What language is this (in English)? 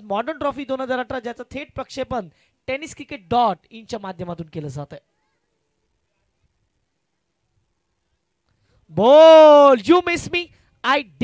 Marathi